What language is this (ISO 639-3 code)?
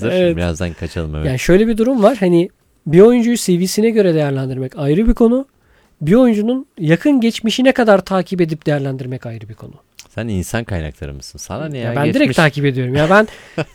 tur